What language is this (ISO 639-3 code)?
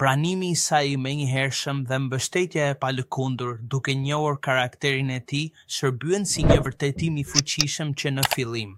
sqi